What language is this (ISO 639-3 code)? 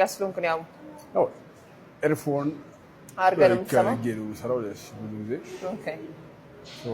amh